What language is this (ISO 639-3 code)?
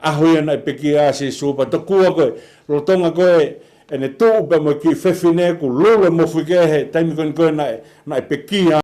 ton